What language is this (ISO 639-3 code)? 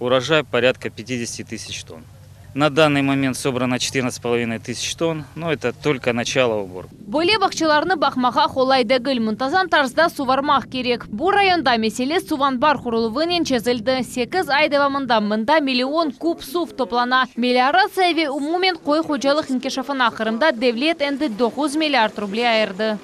crh